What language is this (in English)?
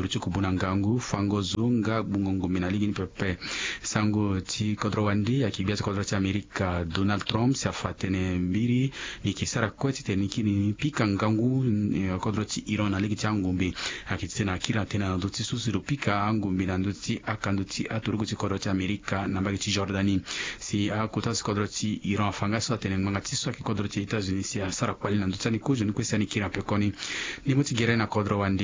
Sango